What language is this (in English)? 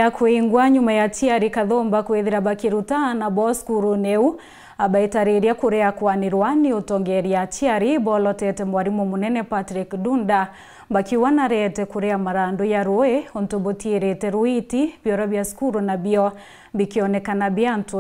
Meru